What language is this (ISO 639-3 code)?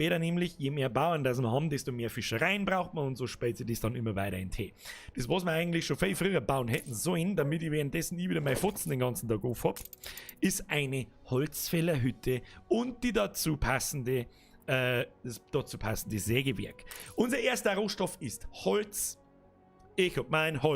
bar